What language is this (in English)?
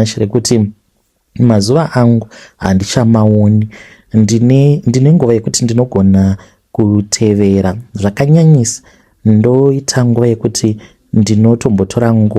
Shona